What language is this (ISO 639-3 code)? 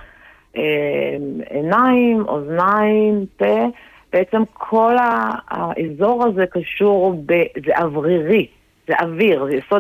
heb